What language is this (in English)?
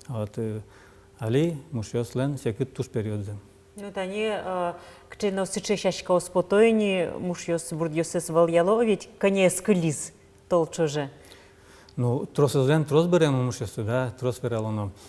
Udmurt